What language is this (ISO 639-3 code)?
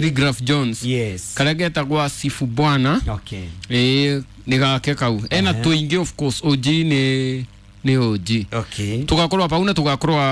kik